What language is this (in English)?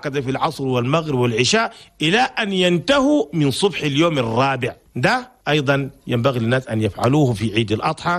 Chadian Arabic